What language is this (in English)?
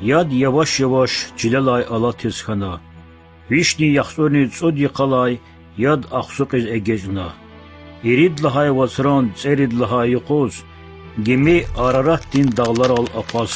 Lezghian